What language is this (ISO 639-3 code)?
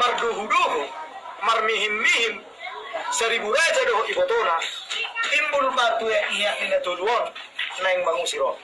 bbc